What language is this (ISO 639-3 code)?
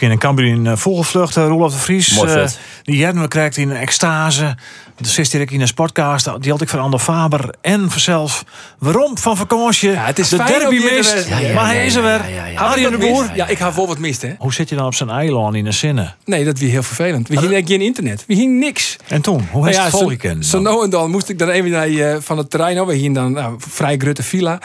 fry